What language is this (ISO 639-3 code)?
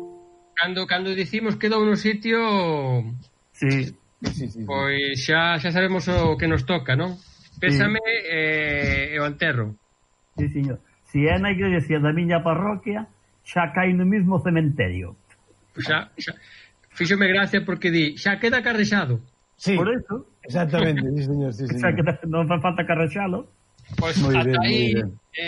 glg